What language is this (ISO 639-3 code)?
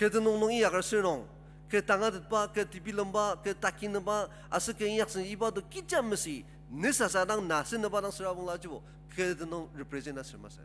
njo